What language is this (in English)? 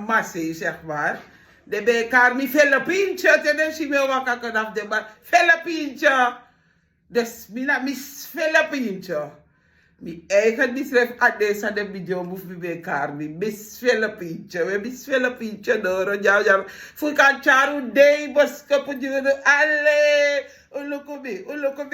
Sranan Tongo